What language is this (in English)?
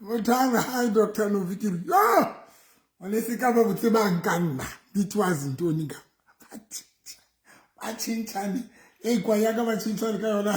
Southern Sotho